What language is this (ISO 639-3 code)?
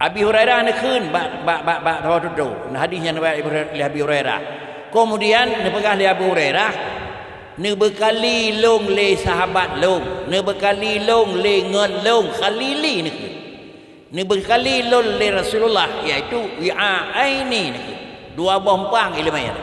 ace